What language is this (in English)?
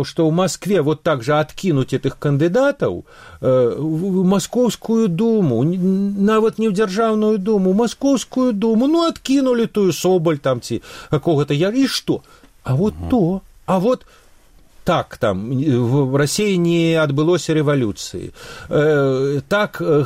Belarusian